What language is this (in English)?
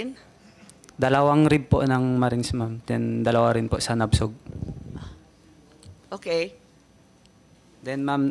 Filipino